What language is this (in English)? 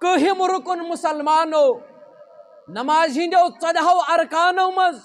Kashmiri